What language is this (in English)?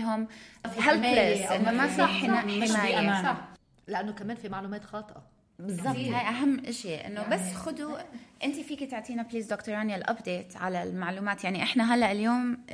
North Levantine Arabic